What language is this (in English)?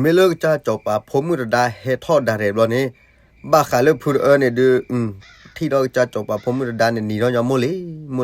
S'gaw Karen